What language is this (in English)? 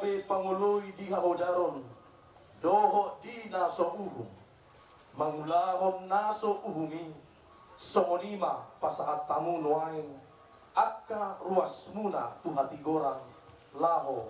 Batak Toba